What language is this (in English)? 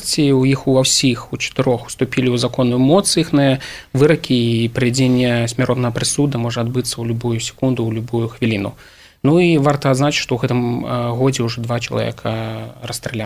Belarusian